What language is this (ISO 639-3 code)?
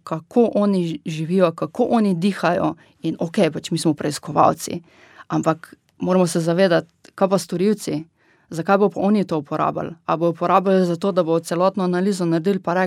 slv